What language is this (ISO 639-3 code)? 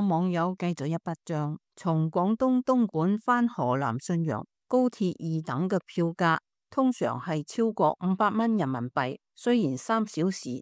yue